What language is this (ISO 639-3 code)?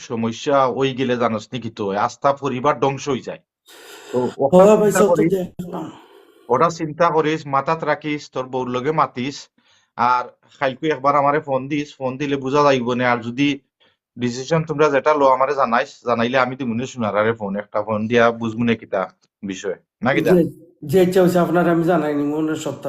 syl